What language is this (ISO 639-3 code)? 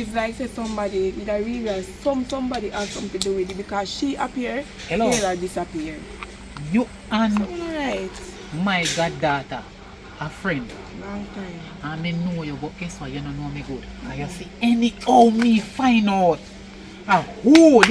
jam